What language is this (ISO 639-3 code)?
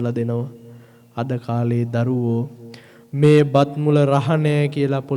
sin